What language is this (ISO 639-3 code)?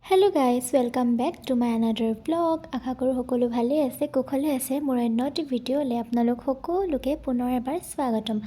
asm